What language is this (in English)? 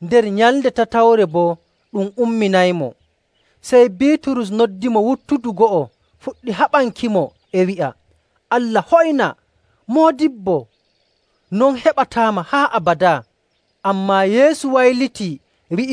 Nigerian Fulfulde